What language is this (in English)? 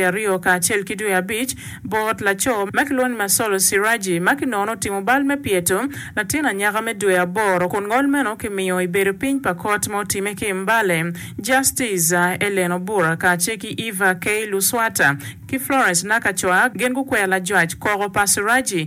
Acoli